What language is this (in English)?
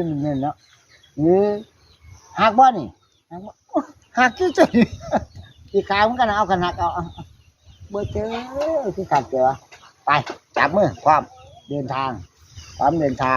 Lao